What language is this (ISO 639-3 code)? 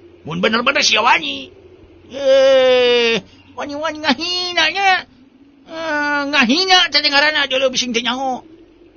sun